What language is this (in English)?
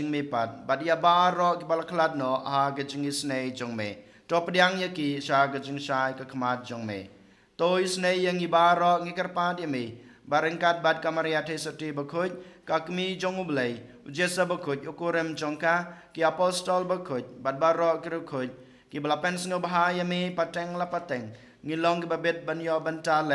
Khasi